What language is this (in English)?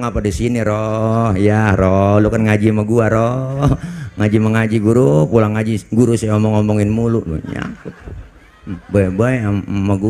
Betawi